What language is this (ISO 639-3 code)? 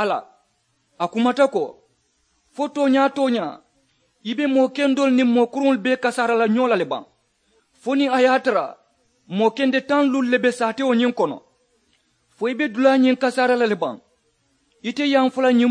man